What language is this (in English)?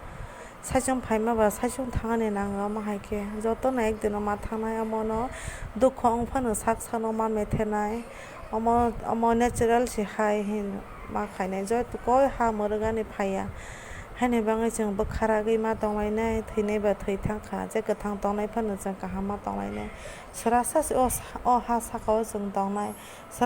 Kok Borok